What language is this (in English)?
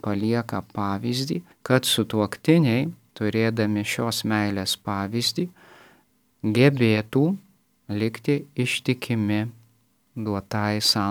Lithuanian